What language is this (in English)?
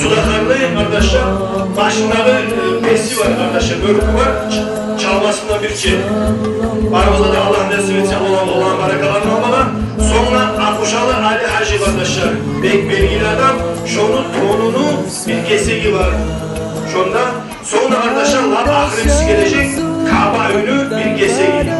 Kumyk